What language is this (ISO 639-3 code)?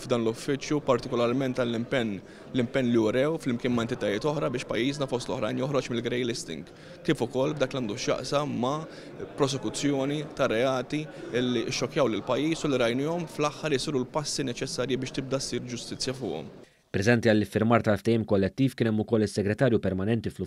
mlt